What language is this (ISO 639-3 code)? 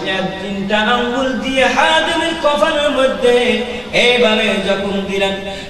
ben